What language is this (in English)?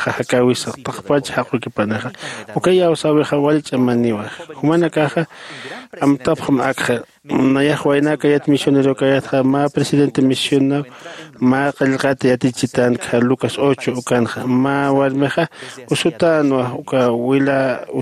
Aymara